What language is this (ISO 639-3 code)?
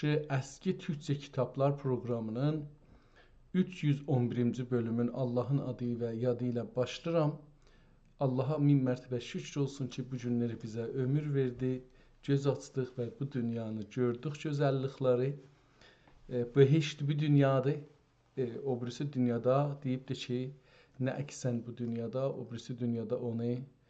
azb